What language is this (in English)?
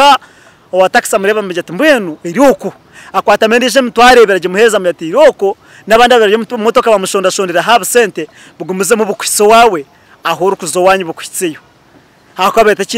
Nyankole